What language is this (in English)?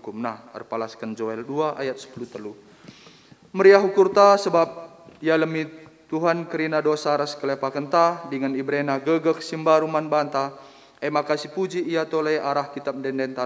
Batak Karo